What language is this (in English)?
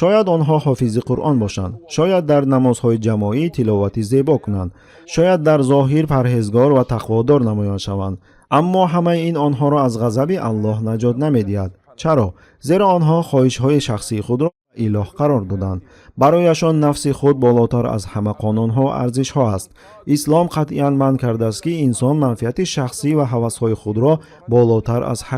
Tajik